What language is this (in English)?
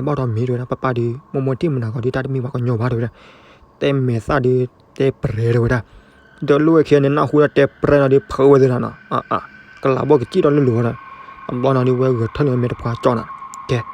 S'gaw Karen